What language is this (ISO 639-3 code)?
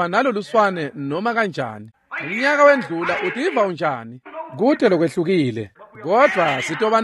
ssw